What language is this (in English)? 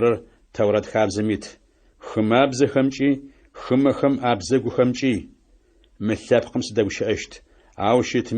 Adyghe